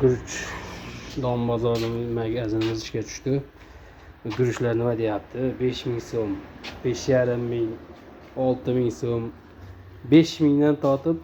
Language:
Uzbek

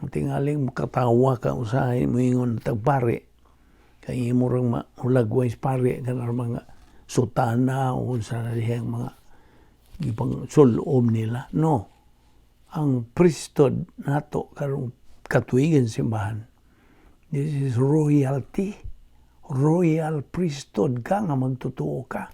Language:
Cebuano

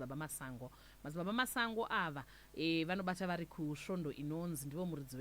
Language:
Shona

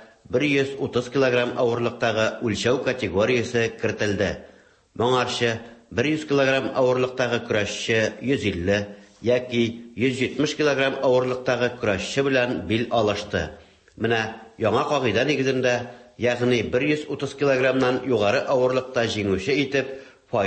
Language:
Tatar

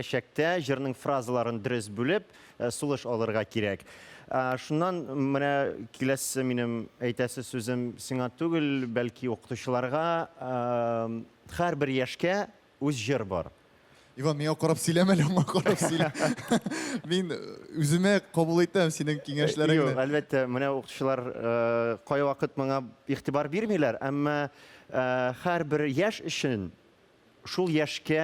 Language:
Tatar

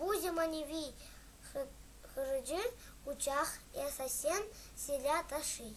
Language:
Crimean Tatar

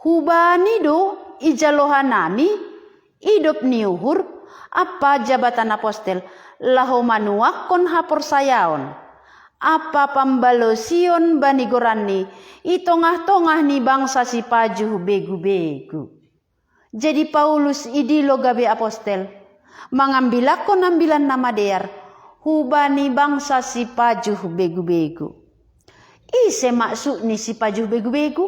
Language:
Batak Simalungun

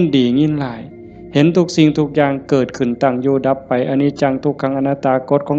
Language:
Northeastern Thai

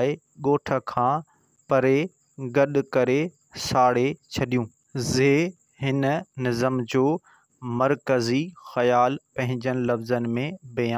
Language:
Sindhi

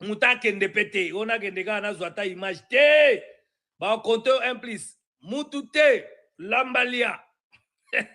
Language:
Lingala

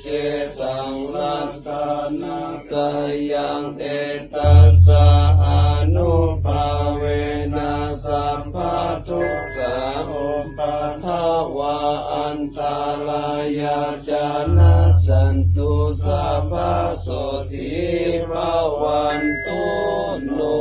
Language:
Pali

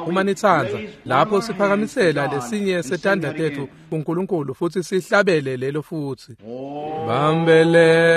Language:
Swati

